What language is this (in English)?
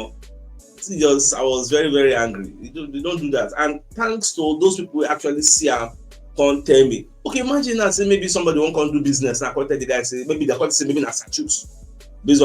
Nigerian Pidgin